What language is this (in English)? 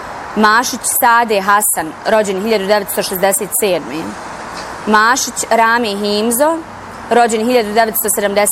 Bosnian